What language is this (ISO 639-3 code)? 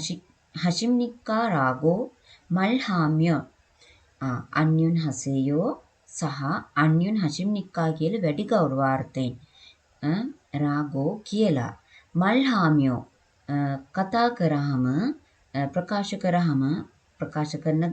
sin